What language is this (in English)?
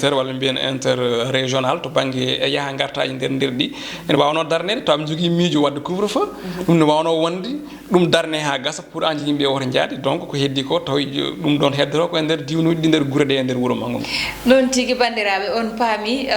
Fula